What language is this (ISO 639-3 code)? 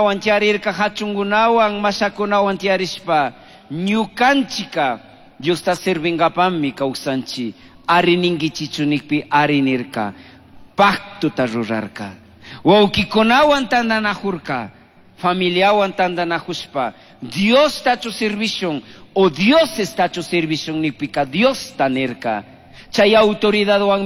qug